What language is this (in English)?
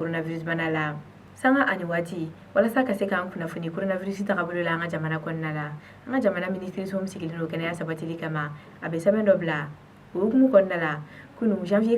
Bambara